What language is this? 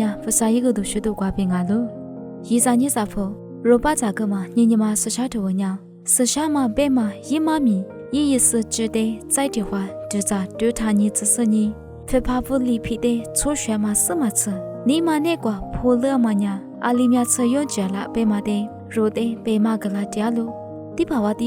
Lisu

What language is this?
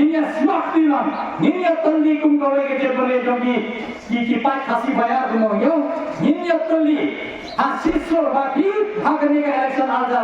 Khasi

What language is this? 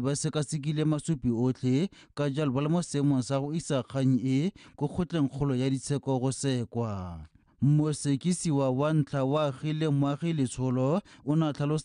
Tswana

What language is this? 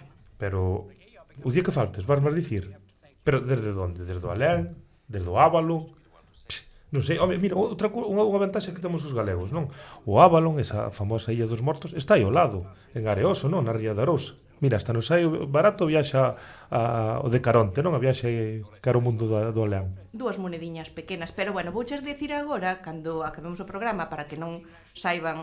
Galician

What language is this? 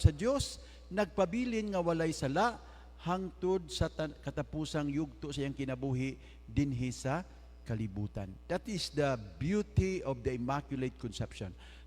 Cebuano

